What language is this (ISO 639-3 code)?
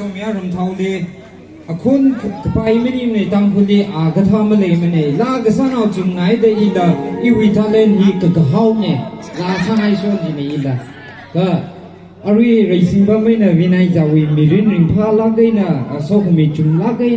nmf